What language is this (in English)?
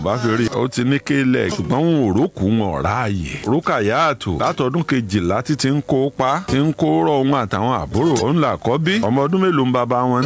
Yoruba